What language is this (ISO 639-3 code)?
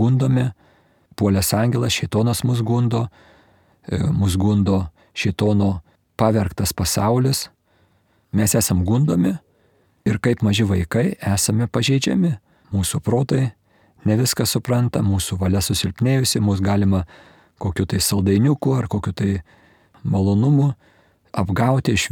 lit